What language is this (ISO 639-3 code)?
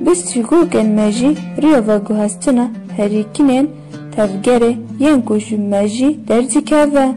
kur